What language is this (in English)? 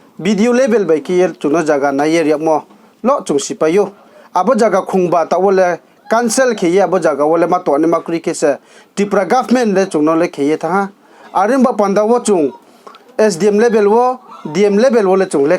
Riang (India)